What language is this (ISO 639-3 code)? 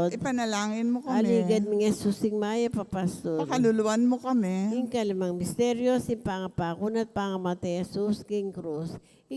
pam